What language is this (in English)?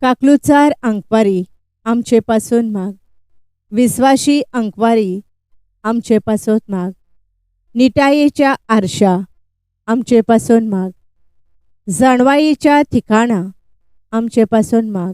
Konkani